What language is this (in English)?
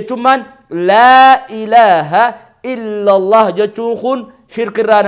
Oromo